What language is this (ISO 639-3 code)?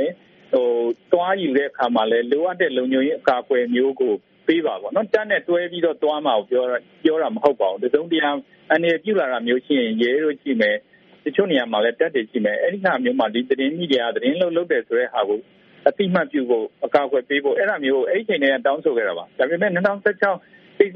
mya